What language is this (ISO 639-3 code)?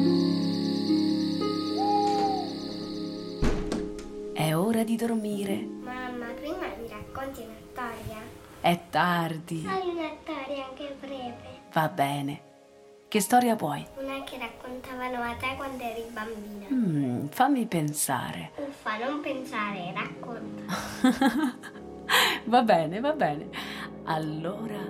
ita